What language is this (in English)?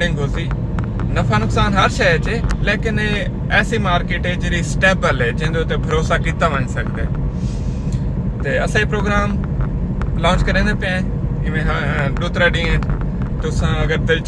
Saraiki